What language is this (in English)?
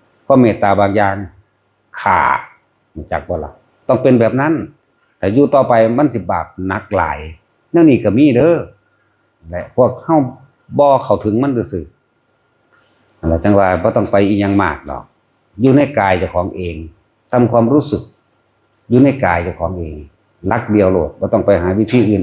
Northeastern Thai